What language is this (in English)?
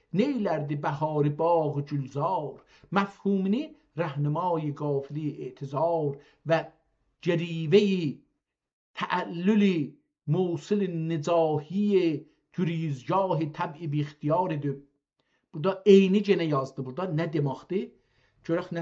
South Azerbaijani